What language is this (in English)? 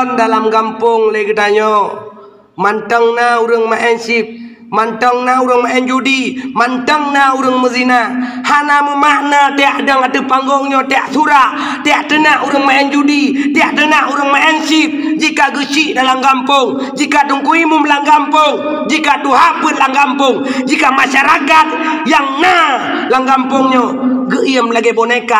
Achinese